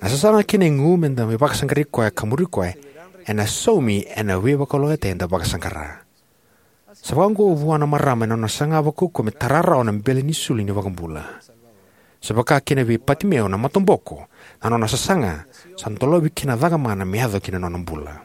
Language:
Fijian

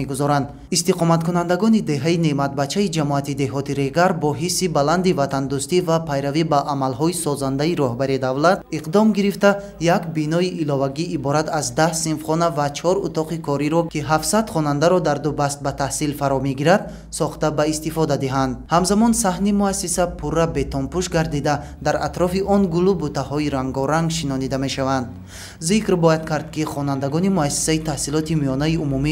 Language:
Tajik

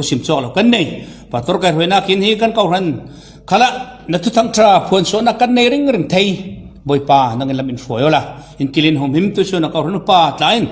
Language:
Falam Chin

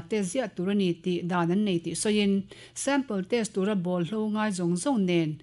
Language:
Mizo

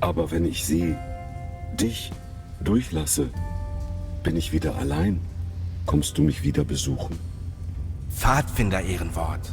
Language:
Bavarian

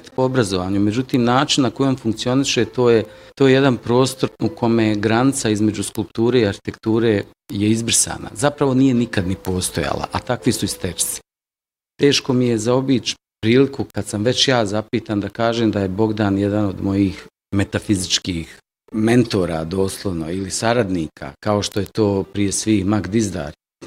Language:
Bosnian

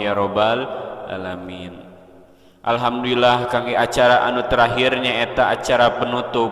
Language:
Sundanese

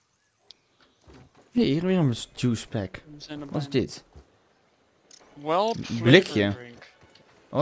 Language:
Dutch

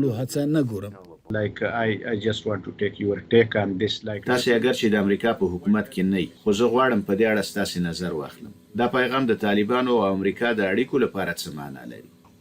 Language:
Pashto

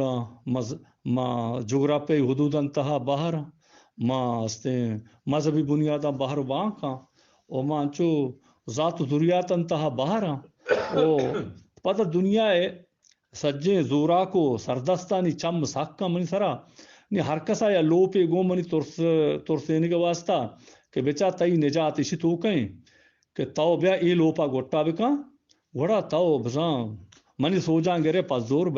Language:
Eastern Balochi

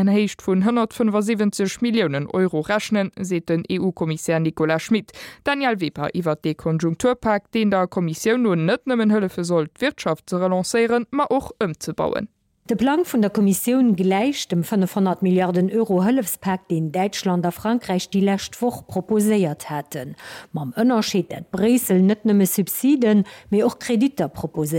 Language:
Luxembourgish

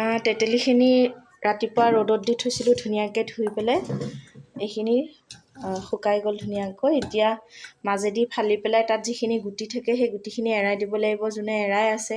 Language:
Assamese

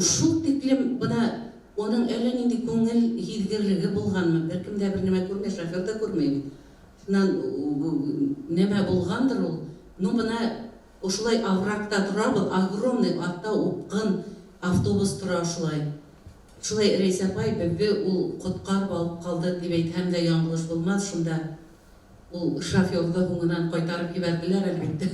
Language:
Bashkir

